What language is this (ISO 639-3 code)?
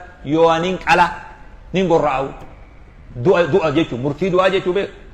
orm